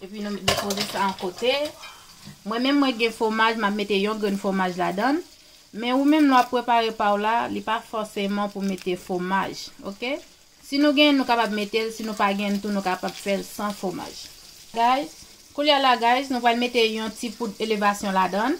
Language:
Haitian Creole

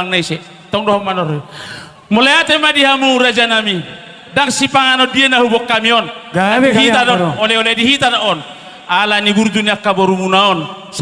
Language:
Batak Toba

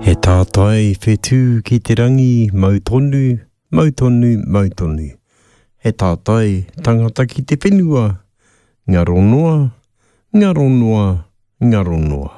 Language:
Māori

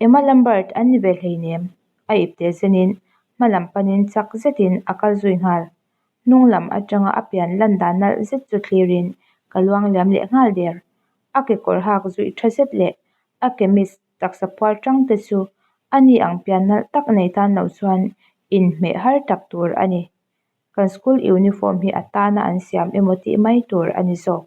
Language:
Mizo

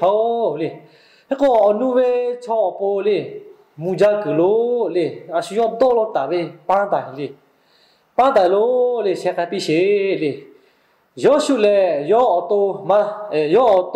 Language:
Lahu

